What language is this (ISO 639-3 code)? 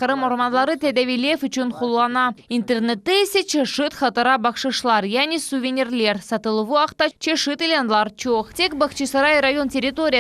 crh